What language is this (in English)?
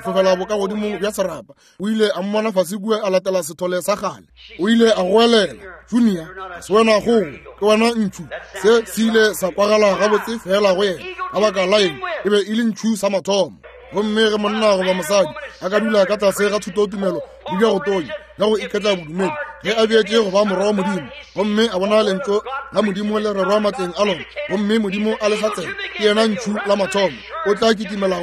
Northern Sotho